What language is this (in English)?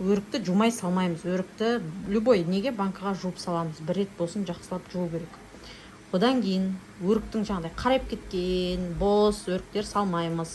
Kazakh